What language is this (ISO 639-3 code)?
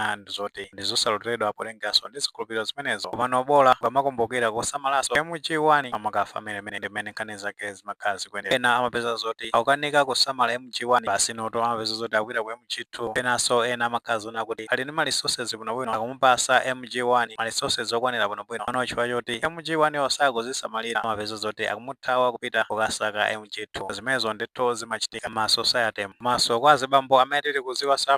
nya